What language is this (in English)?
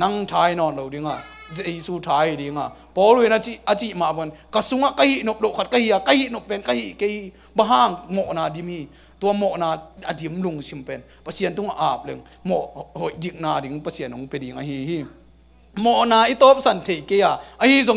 Tedim Chin